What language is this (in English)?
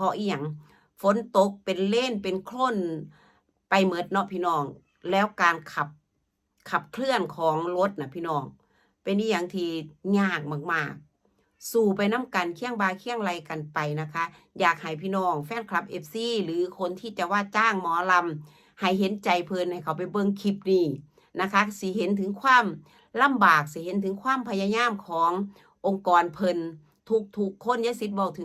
Northeastern Thai